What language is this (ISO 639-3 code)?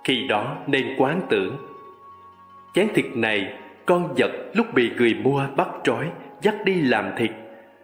vie